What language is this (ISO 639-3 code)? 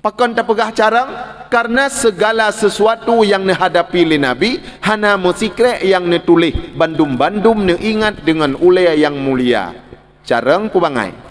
ace